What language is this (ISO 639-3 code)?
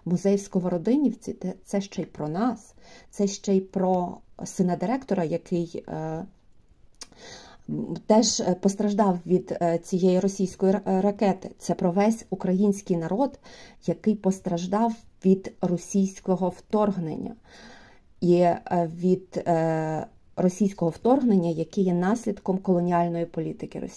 ukr